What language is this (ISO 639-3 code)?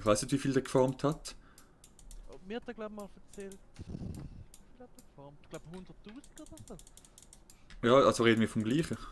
gsw